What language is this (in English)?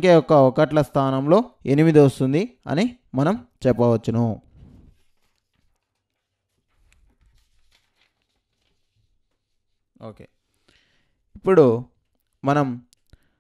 Telugu